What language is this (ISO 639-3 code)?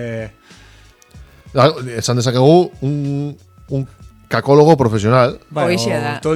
eus